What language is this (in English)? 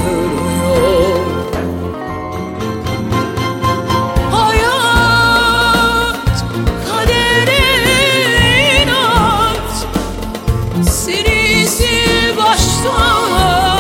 Turkish